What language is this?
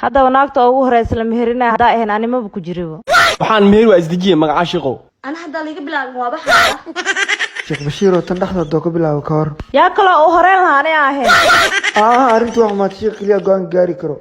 Somali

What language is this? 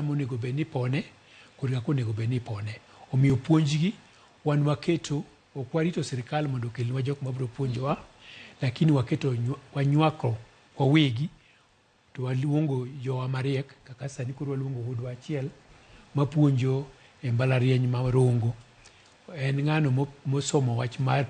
Luo (Kenya and Tanzania)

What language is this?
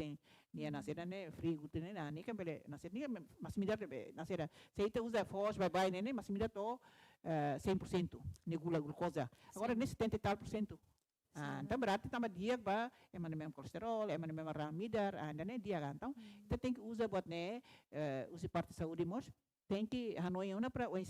Tetum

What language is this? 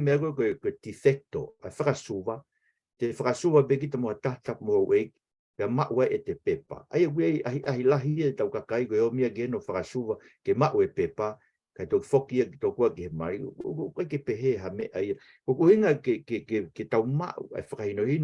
Tongan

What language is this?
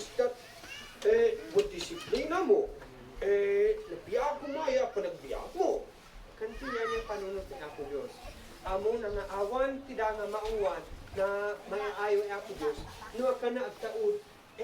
Isnag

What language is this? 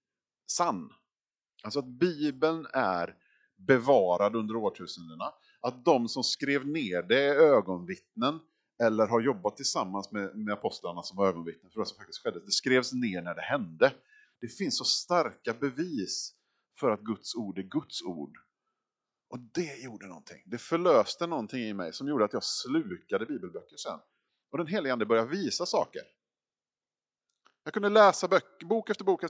Swedish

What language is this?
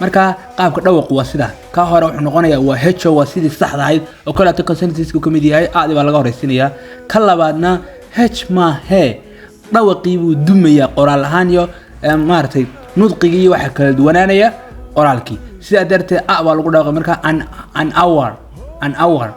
Somali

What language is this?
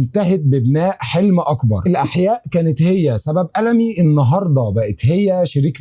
Egyptian Arabic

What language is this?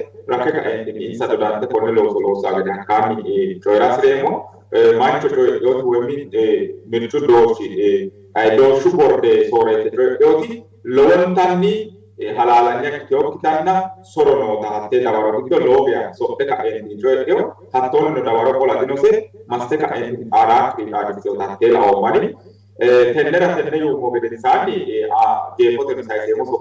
Sidamo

